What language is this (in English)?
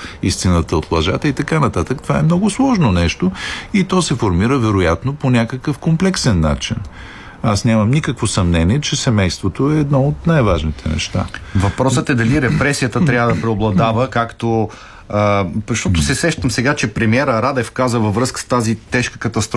Bulgarian